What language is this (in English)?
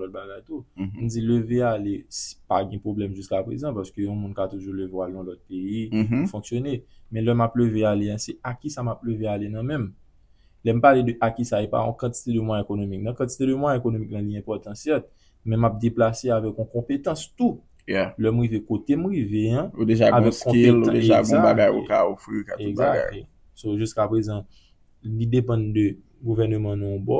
Haitian Creole